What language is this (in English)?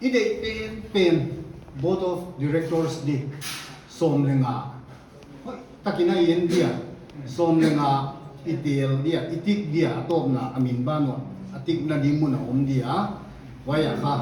Paite Chin